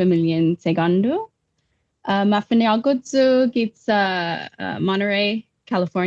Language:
Chamorro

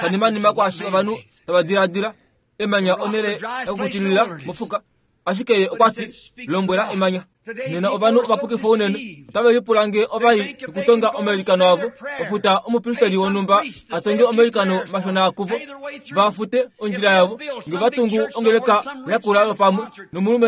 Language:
Kuanyama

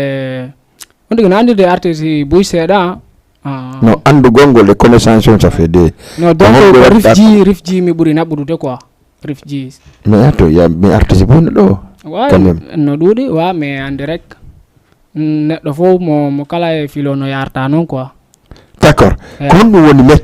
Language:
Fula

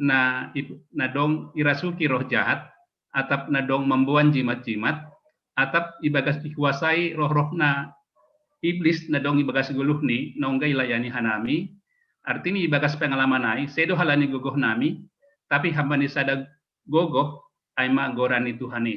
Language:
Batak Simalungun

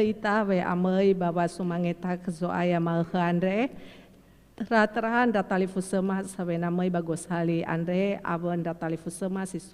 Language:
Nias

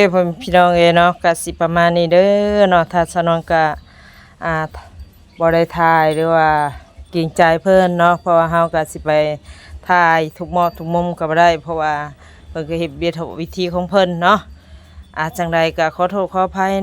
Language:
Northeastern Thai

